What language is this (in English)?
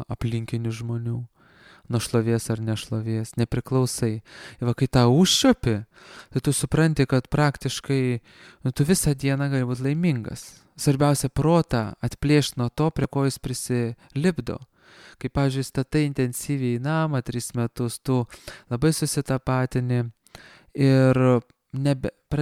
Lithuanian